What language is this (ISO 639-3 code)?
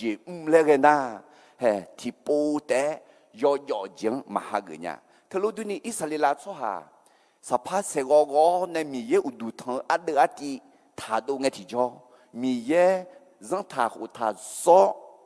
ahk